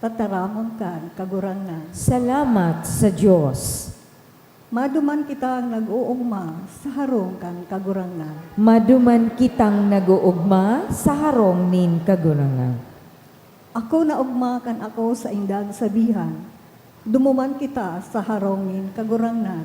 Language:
Bikol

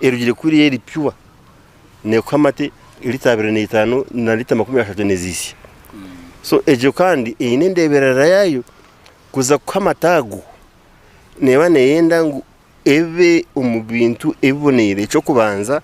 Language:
Nyankole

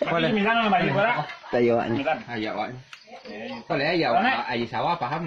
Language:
Minangkabau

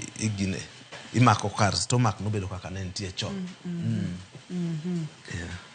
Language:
Luo (Kenya and Tanzania)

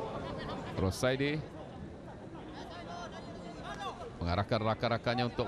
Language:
Malay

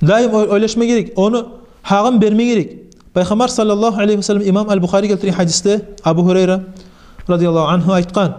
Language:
Kumyk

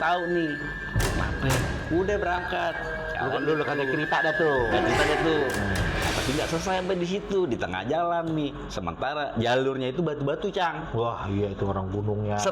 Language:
Betawi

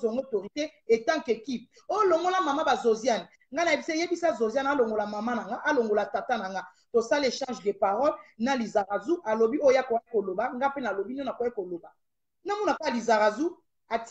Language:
Lingala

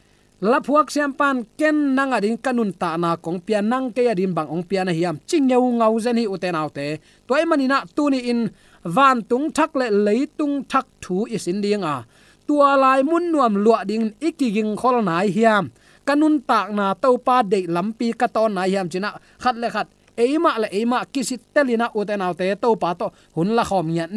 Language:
Tedim Chin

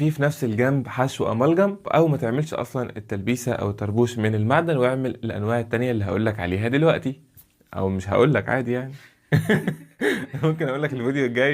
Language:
Egyptian Arabic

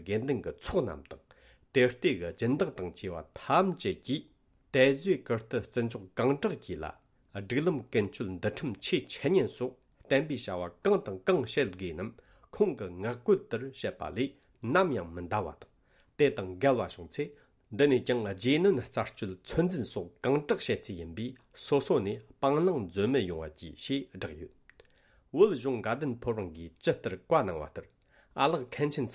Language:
Tibetan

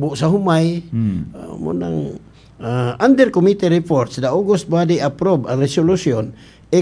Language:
Cebuano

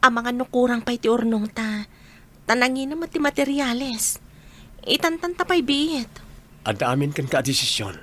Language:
Iloko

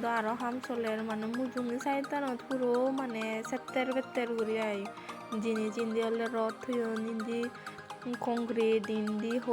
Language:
Chakma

